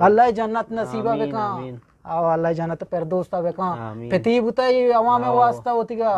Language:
Eastern Balochi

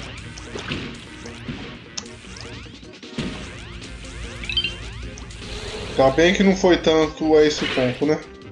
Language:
Portuguese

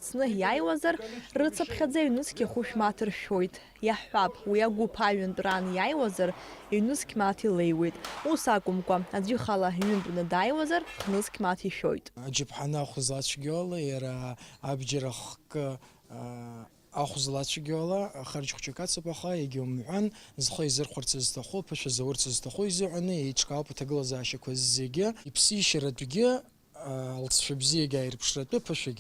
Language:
Abkhazian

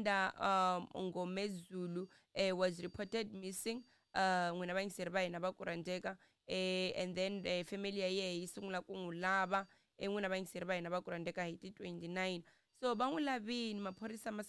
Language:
Tsonga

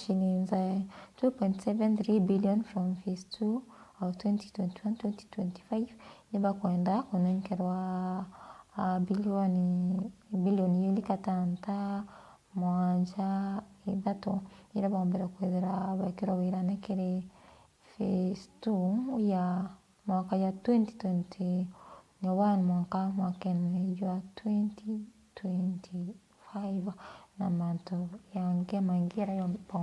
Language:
Meru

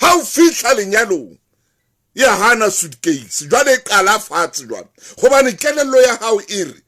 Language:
Southern Sotho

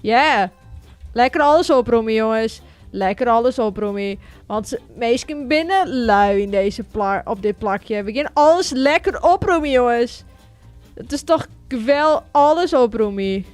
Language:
Western Frisian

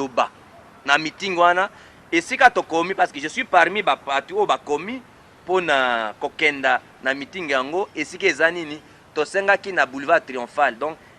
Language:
Lingala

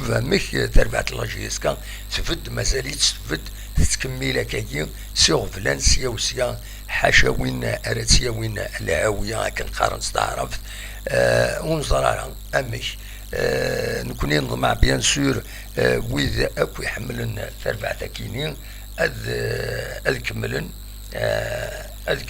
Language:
Kabyle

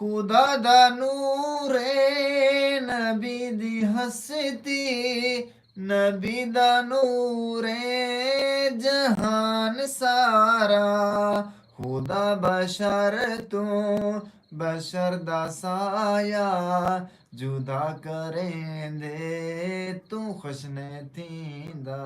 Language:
Saraiki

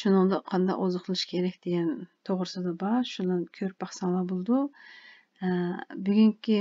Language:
Uyghur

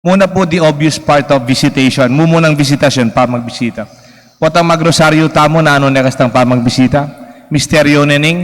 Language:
Pampanga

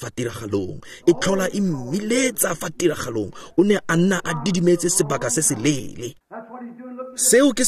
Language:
Tswana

